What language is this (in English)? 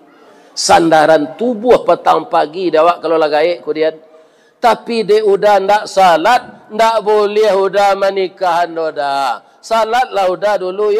Minangkabau